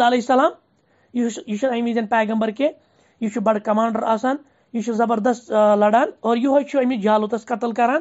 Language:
Kashmiri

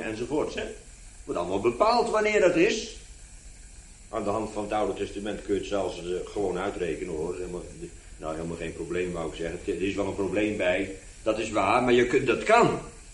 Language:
Dutch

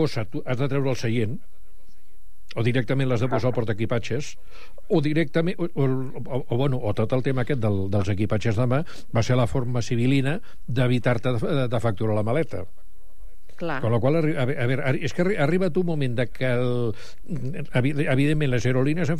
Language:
Catalan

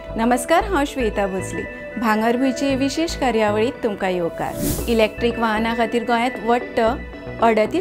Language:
Konkani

